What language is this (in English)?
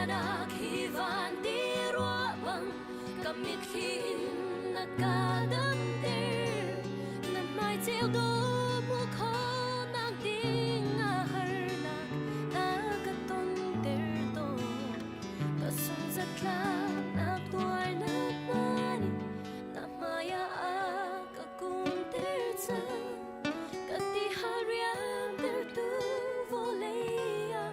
Hakha Chin